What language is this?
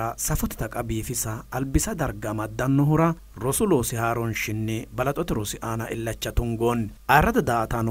Sidamo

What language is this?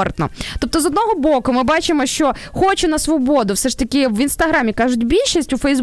Ukrainian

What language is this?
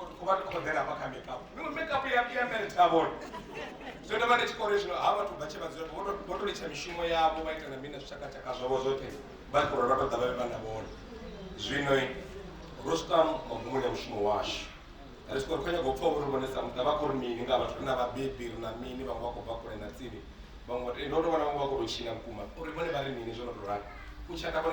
Venda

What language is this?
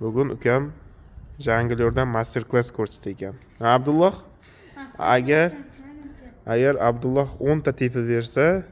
Uzbek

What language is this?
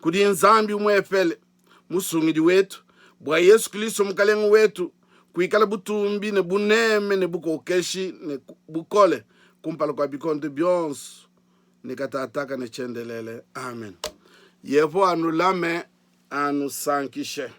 Luba-Lulua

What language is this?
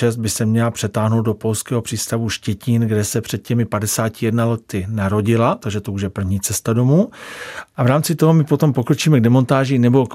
Czech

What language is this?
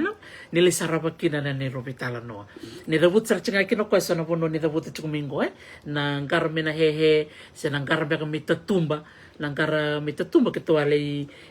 Fijian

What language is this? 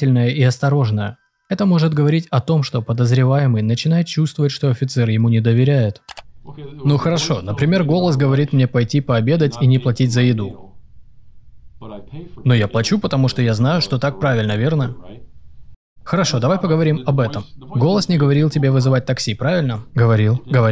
Russian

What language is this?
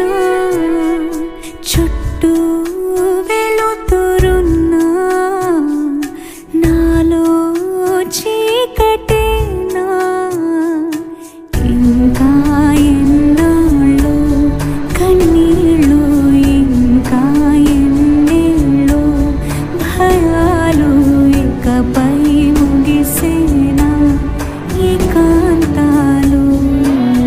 Telugu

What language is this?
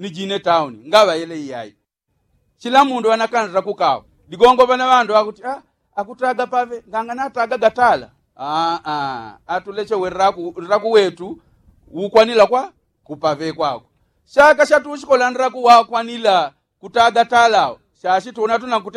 Yao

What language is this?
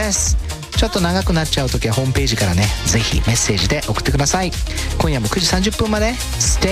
Japanese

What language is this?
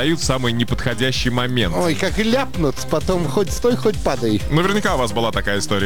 Russian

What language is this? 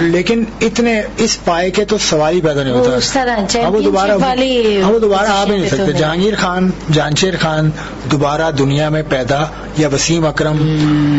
Urdu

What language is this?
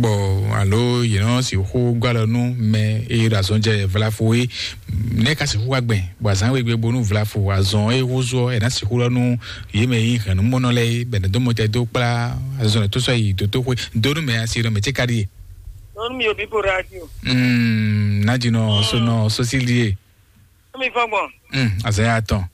Fon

